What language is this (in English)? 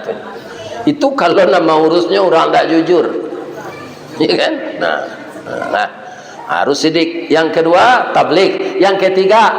Minangkabau